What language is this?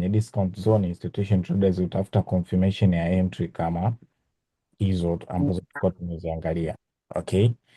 Swahili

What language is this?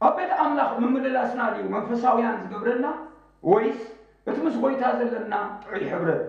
Tigrinya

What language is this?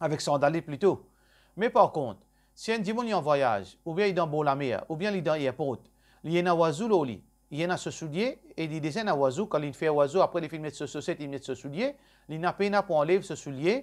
Morisyen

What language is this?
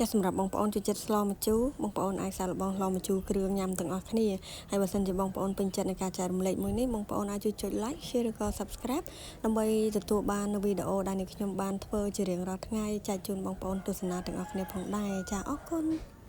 Khmer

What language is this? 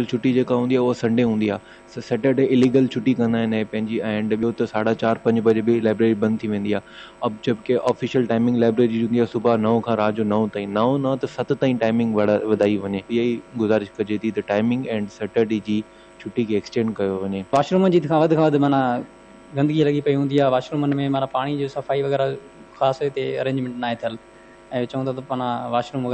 Sindhi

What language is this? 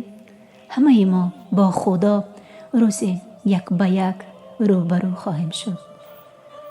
Tajik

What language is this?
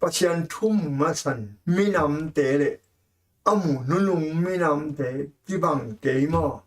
Tedim Chin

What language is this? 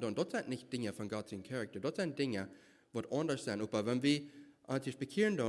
Plautdietsch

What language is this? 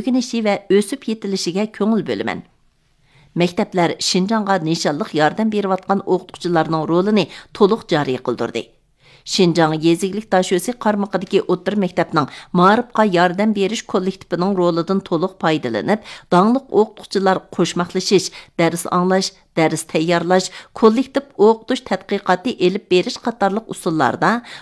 Uyghur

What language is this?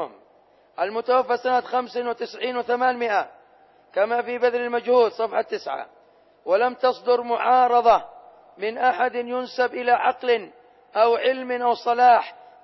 Arabic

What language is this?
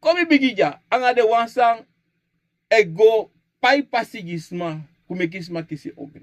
Sranan Tongo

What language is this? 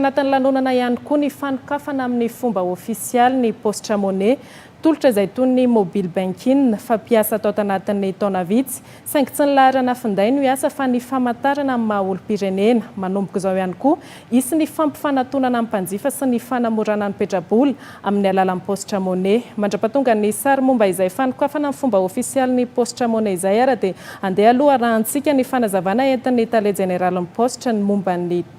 Malagasy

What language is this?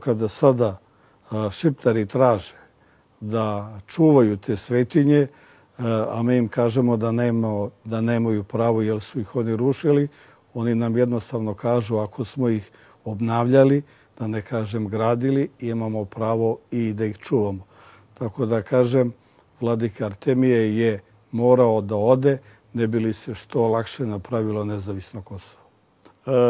Serbian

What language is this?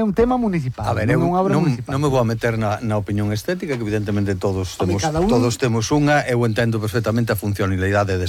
Galician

